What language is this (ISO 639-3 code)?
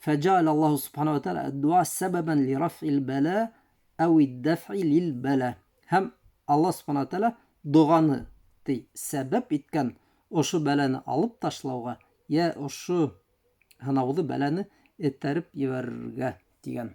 bak